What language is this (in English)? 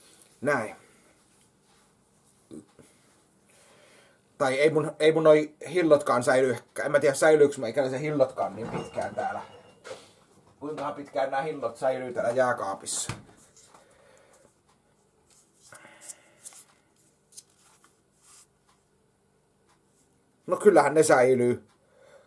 Finnish